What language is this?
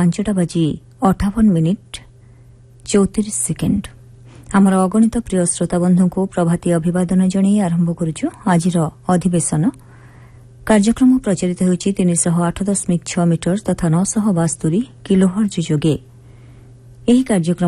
Odia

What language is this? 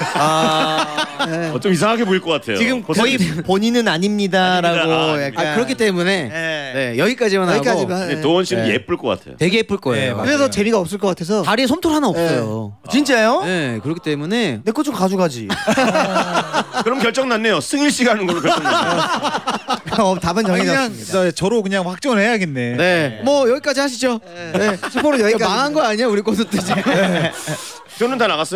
Korean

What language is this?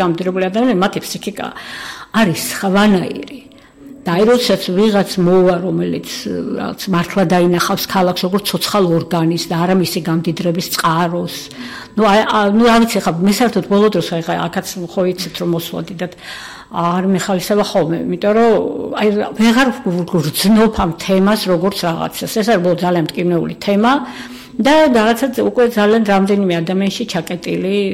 Georgian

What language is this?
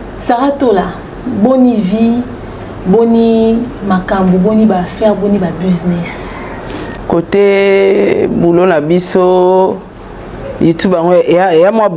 Lingala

